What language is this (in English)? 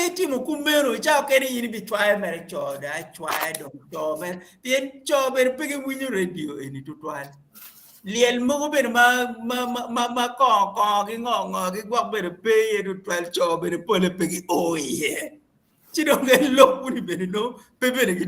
Acoli